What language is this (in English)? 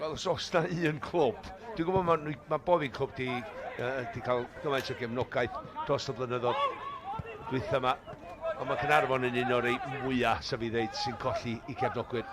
Welsh